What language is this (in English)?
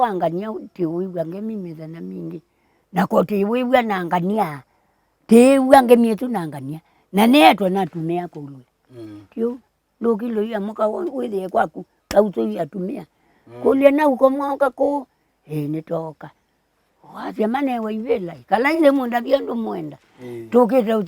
Kamba